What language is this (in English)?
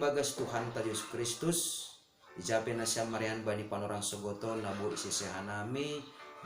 Batak Simalungun